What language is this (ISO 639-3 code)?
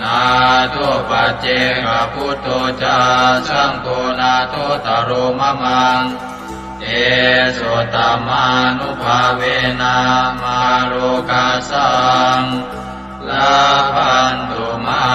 pli